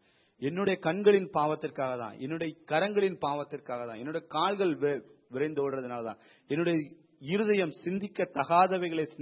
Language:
Tamil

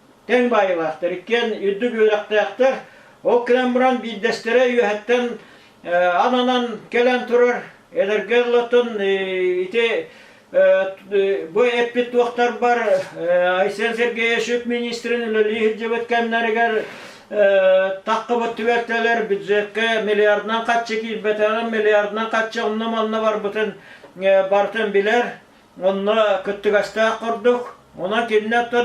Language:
Yakut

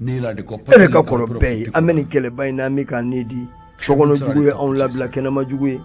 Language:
Bambara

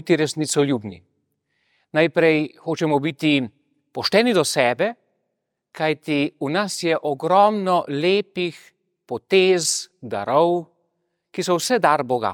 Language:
Slovenian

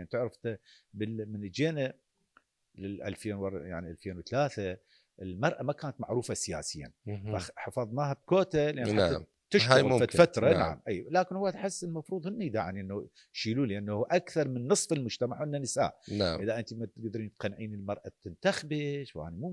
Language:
Mesopotamian Arabic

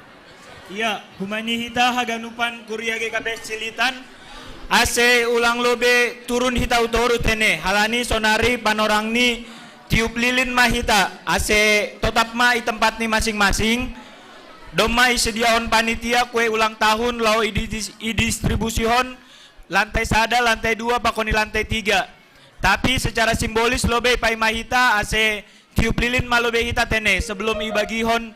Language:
Batak Simalungun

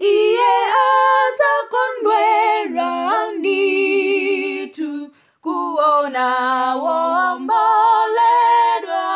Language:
Nyanja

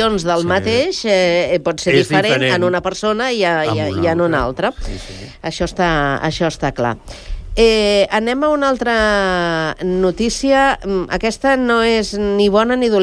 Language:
Catalan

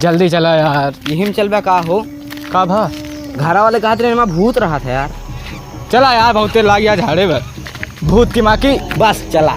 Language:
Awadhi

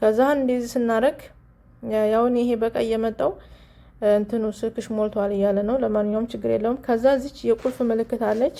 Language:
Amharic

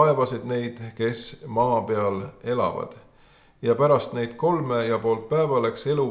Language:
Estonian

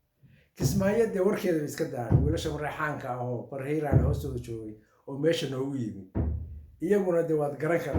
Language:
Somali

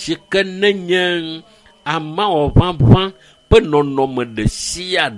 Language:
Ewe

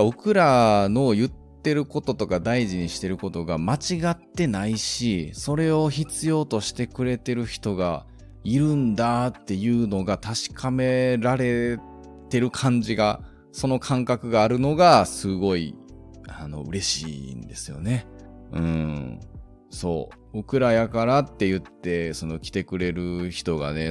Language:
Japanese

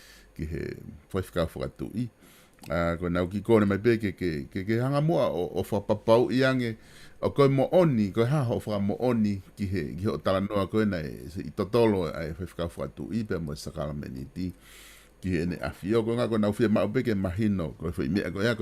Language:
Tongan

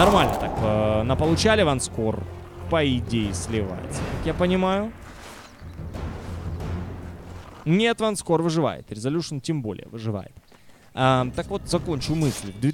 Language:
Russian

